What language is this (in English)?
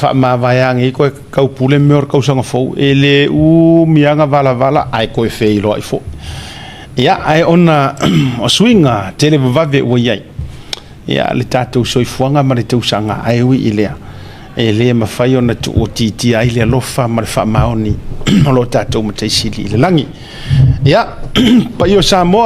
Samoan